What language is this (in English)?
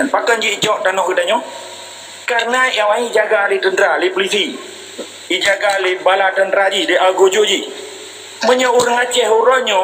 Achinese